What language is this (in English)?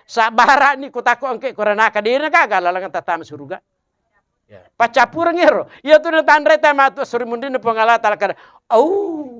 Buginese